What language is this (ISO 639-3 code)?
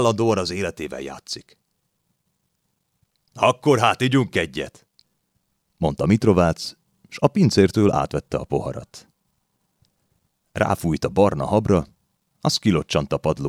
hun